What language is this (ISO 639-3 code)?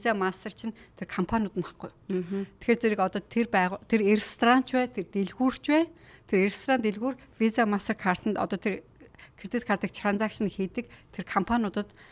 mon